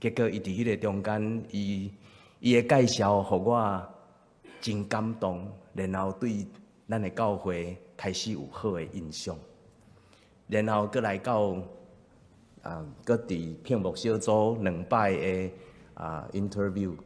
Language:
Min Nan Chinese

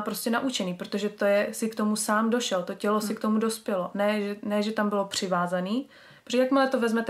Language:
Czech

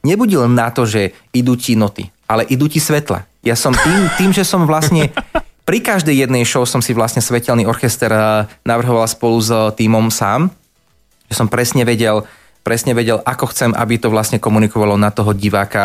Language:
Slovak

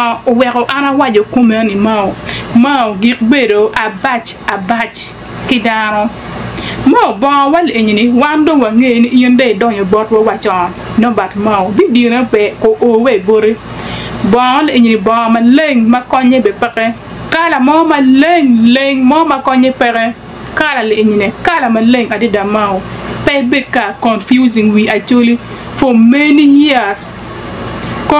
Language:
Acoli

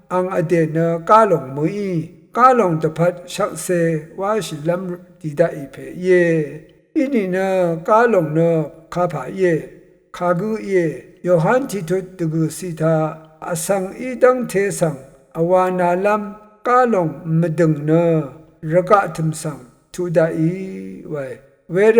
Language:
Rawang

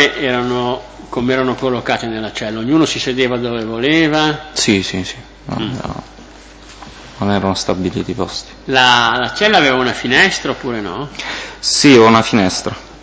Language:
Italian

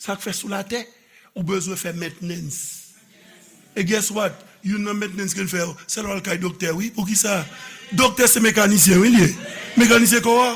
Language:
Haitian Creole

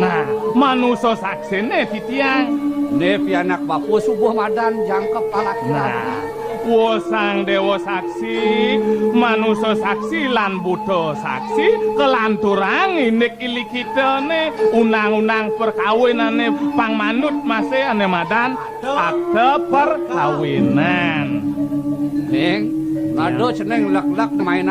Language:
Balinese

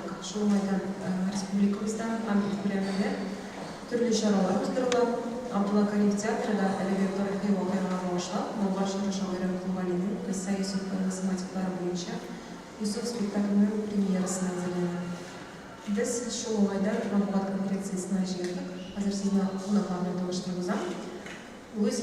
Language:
Tatar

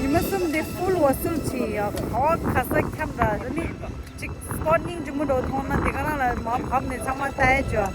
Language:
Tibetan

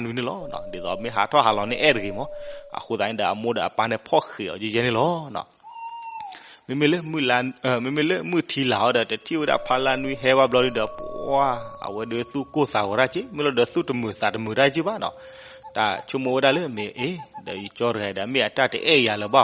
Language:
S'gaw Karen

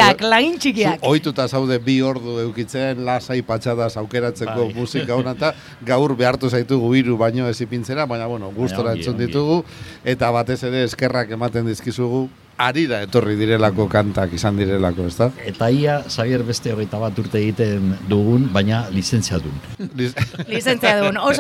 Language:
Basque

